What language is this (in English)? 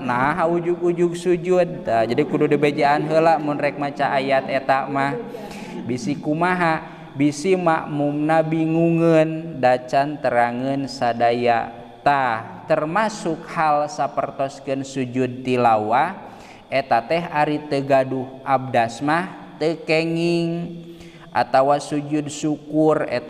Sundanese